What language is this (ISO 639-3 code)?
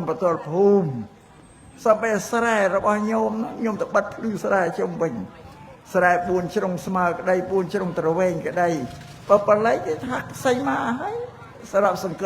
khm